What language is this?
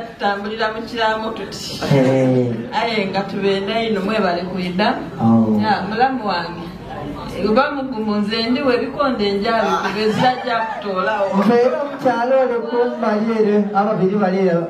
Soga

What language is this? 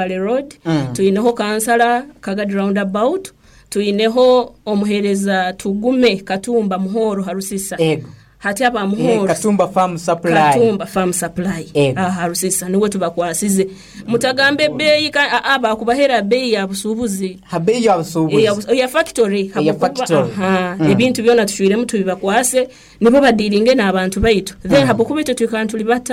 Nyoro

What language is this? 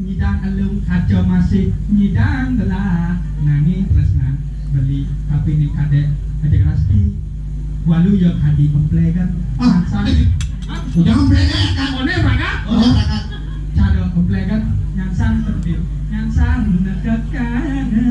Balinese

